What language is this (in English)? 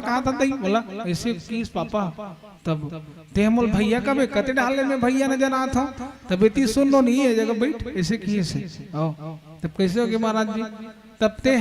Chhattisgarhi